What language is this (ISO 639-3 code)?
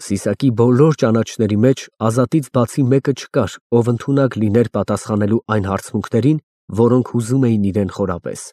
hye